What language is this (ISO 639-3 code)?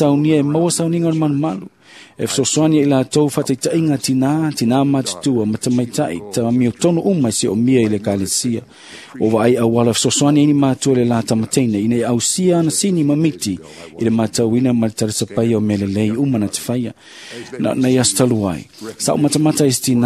smo